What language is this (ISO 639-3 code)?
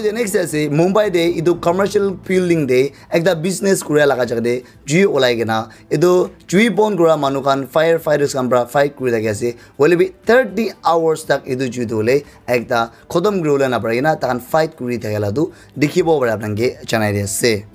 nag